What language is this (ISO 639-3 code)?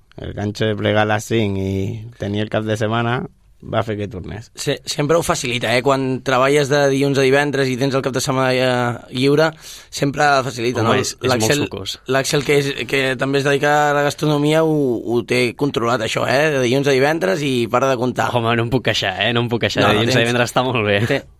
cat